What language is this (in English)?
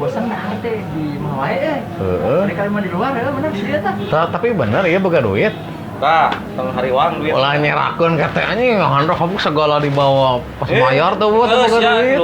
Sundanese